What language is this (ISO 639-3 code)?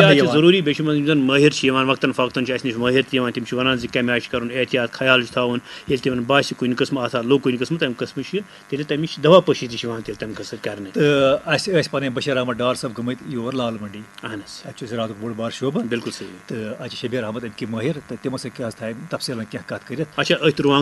kas